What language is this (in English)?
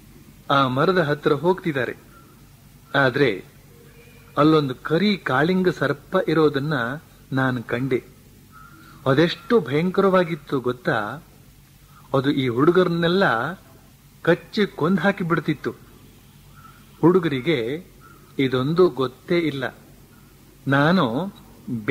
Kannada